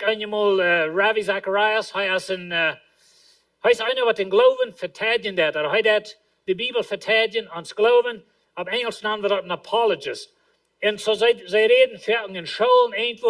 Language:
Plautdietsch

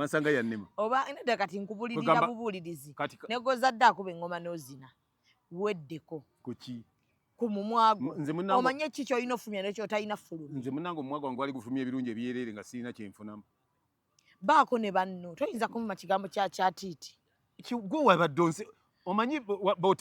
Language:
Ganda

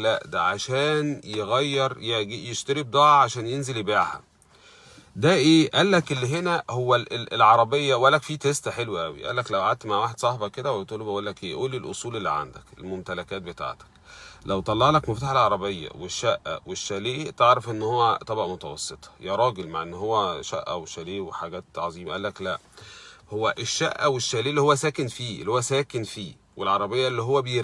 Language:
Egyptian Arabic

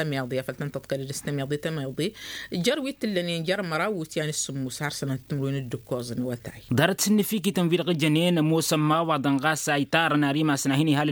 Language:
Tamasheq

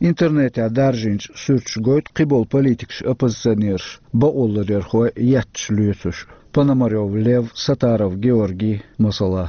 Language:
Chechen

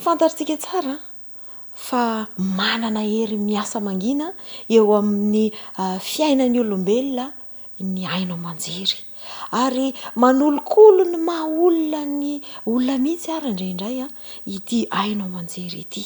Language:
Malagasy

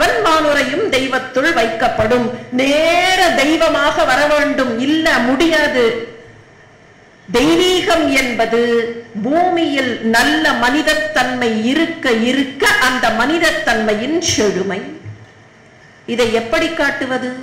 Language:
Tamil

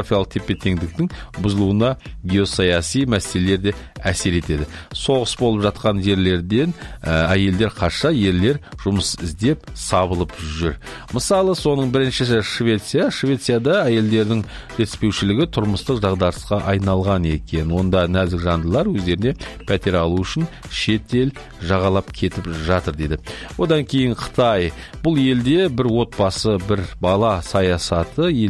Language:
Kazakh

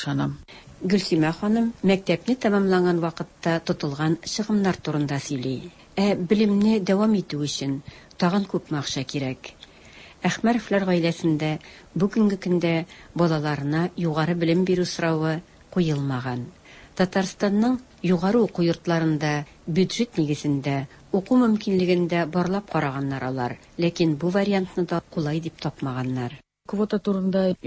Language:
Tatar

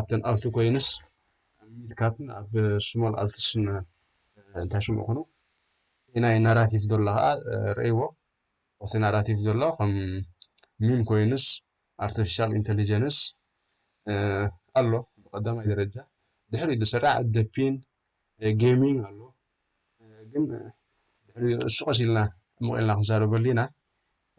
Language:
Tigrinya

